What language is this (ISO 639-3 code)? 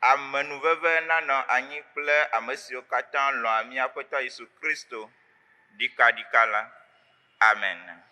ewe